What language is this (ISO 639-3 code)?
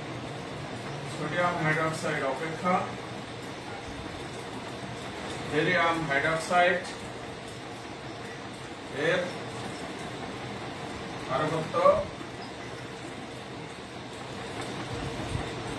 ben